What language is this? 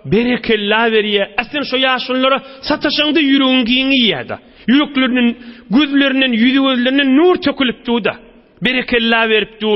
Turkmen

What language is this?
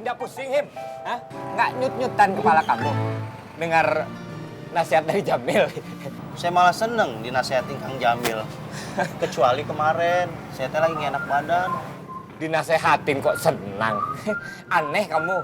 Betawi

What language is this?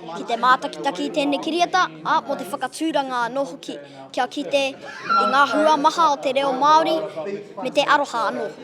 Māori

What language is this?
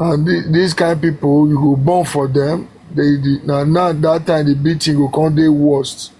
Nigerian Pidgin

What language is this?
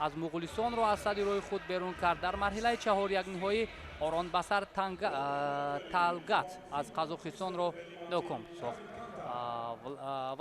Tajik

